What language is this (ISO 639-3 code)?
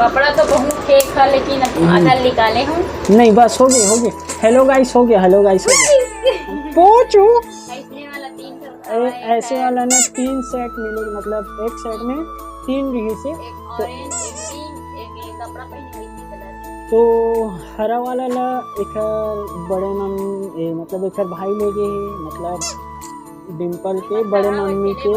hne